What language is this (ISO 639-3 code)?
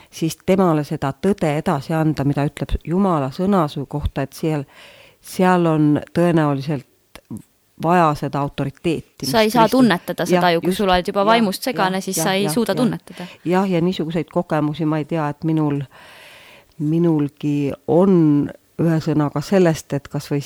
est